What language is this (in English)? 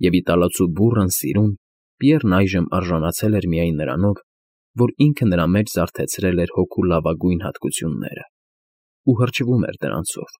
Armenian